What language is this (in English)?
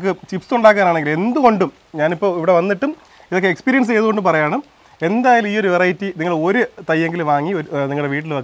Malayalam